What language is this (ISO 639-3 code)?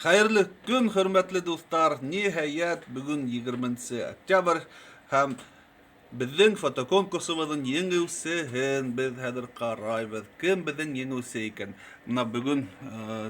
bak